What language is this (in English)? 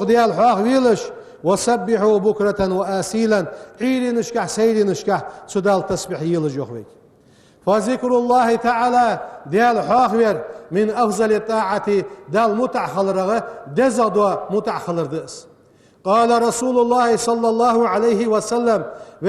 Ingush